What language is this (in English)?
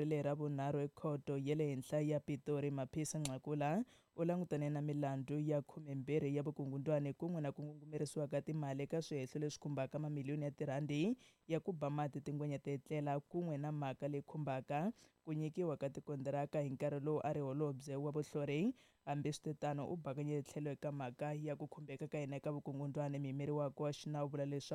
Tsonga